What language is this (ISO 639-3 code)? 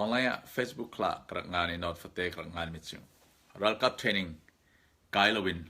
cfm